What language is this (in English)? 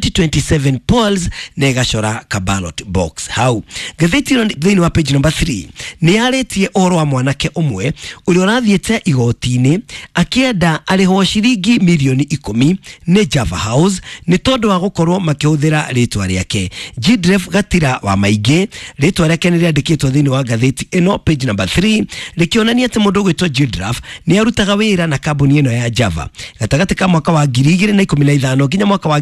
Kikuyu